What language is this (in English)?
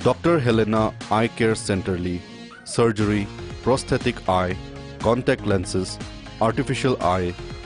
Tangkhul Naga (India)